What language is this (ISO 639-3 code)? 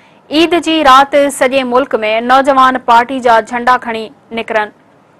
snd